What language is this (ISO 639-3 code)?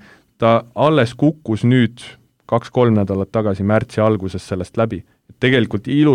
est